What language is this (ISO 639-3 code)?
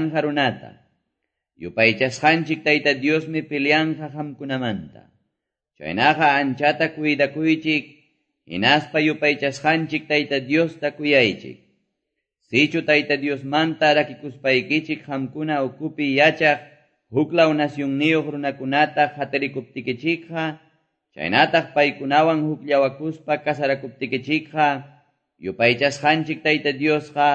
que